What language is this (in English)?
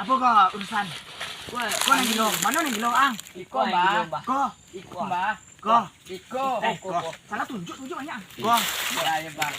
Minangkabau